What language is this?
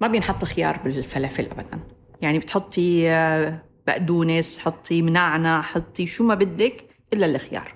North Levantine Arabic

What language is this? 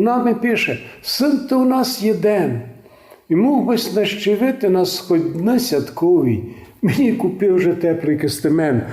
Rusyn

